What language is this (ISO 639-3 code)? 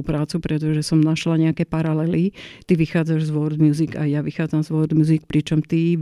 slk